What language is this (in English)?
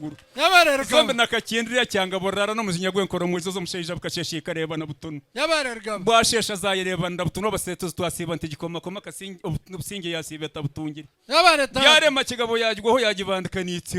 Nyankole